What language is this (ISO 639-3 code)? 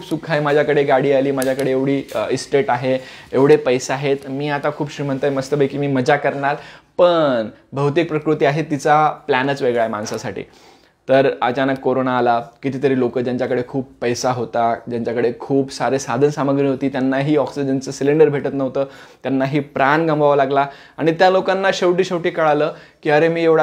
mar